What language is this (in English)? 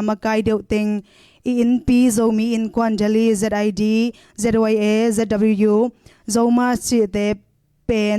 Tedim Chin